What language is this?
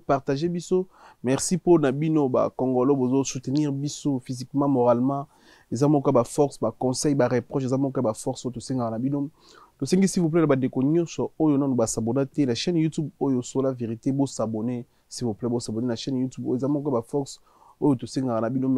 Lingala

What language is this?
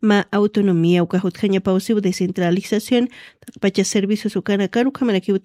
Aymara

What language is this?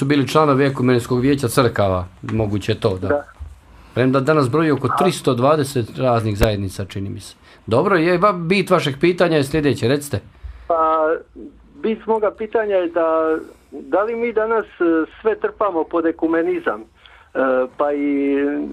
Bosnian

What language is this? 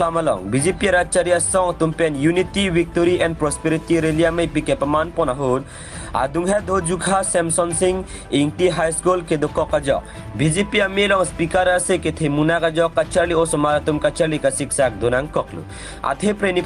Karbi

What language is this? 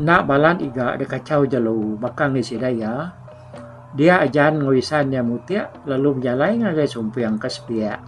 Iban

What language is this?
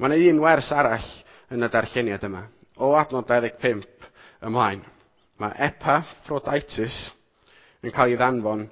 Welsh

